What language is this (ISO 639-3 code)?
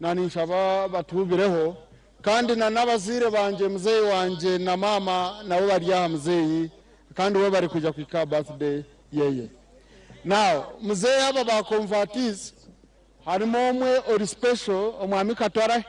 nyn